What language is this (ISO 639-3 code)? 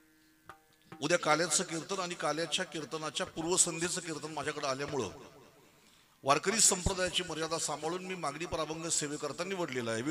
mar